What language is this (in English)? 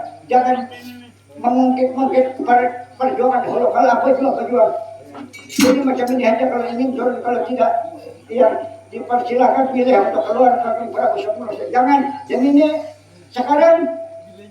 Banjar